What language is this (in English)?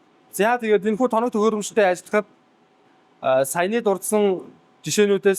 Mongolian